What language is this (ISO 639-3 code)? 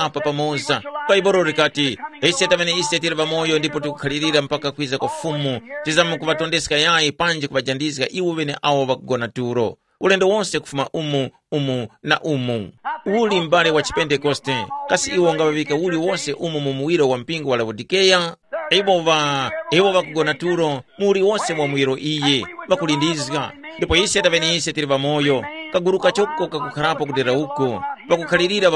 tum